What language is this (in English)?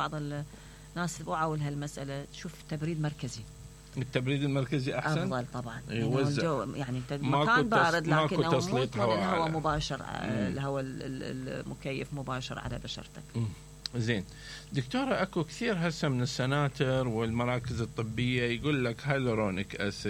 Mesopotamian Arabic